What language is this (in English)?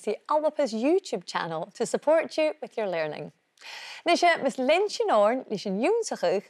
Scottish Gaelic